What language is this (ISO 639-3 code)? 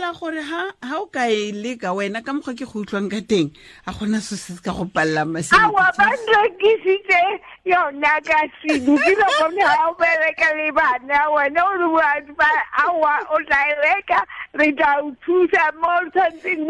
tsn